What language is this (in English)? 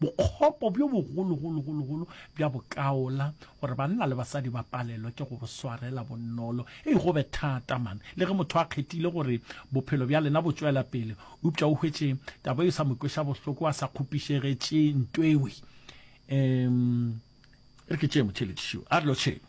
Northern Sotho